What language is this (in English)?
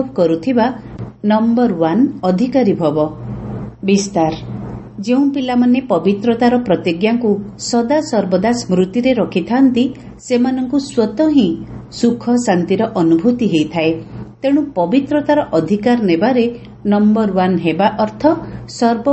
Odia